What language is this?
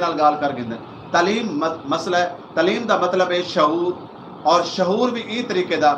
Saraiki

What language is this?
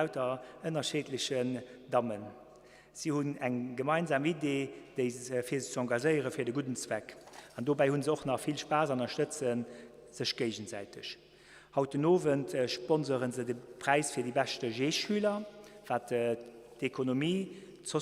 Luxembourgish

